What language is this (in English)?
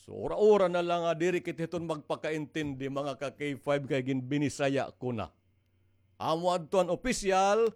Waray